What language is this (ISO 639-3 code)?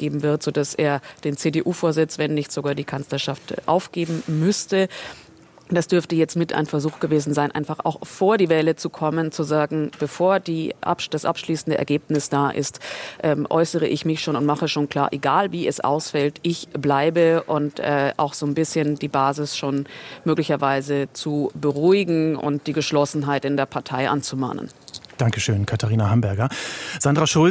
deu